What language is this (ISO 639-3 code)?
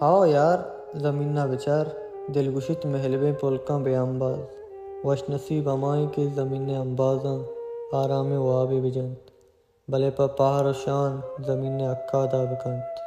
bal